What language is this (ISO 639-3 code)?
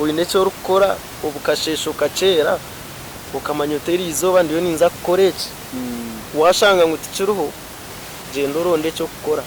nyn